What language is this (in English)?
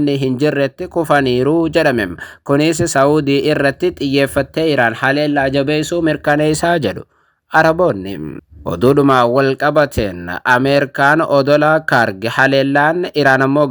Oromo